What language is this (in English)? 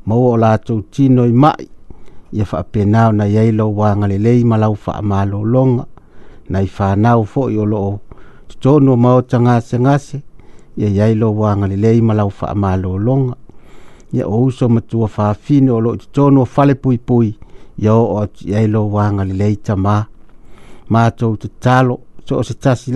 Samoan